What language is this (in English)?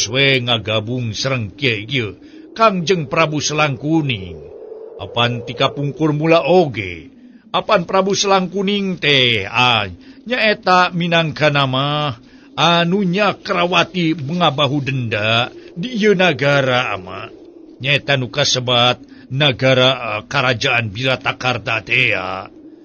Sundanese